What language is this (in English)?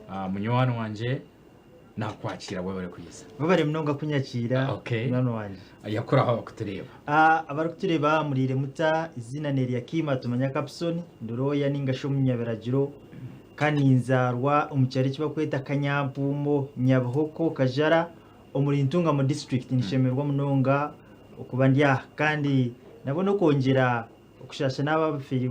Nyankole